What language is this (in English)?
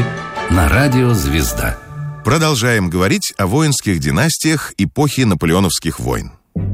Russian